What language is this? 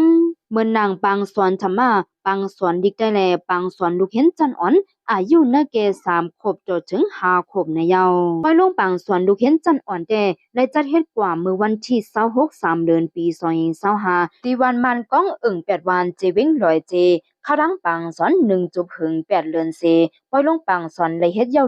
Shan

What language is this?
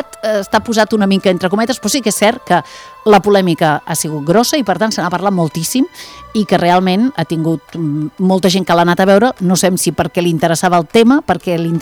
Catalan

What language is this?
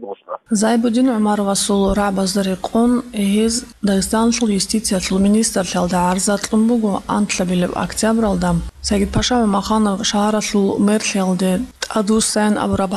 Avaric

